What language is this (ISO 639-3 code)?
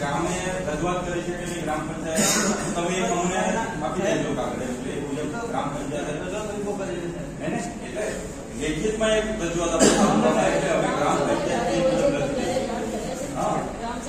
guj